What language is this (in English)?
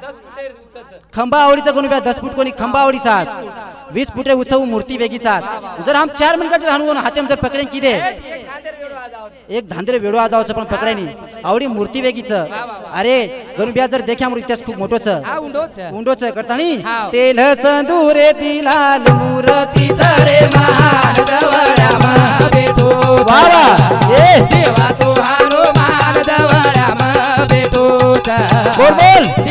Lambadi